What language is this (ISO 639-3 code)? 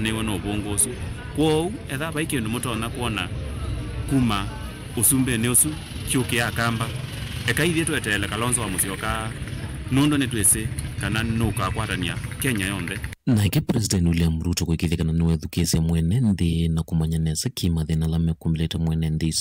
kam